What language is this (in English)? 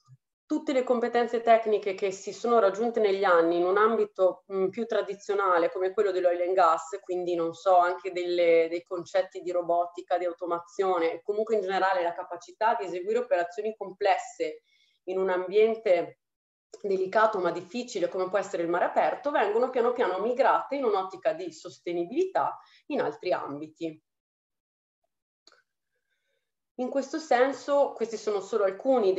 Italian